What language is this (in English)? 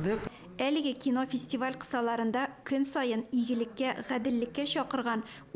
Tatar